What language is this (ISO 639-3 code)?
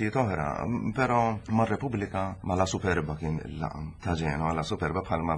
mlt